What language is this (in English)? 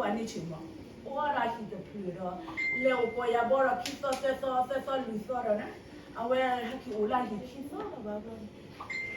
S'gaw Karen